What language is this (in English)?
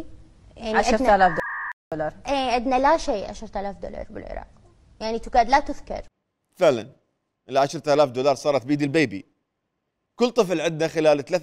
Mesopotamian Arabic